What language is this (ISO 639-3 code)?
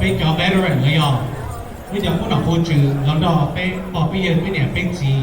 hmn